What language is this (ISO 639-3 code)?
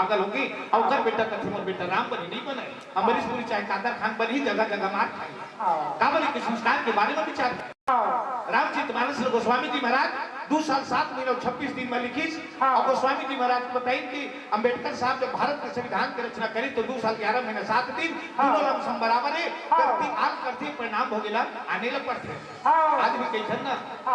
hne